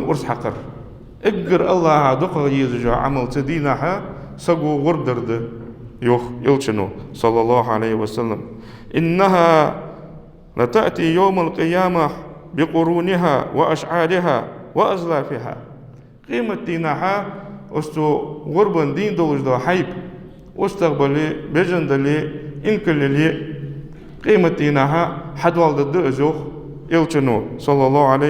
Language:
Ingush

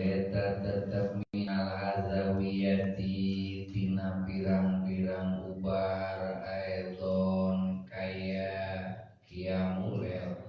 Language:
Sundanese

